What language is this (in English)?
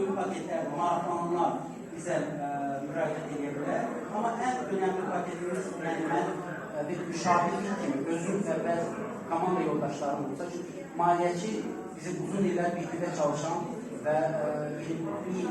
Azerbaijani